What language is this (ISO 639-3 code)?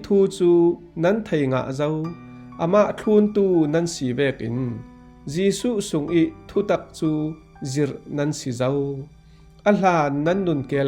cfm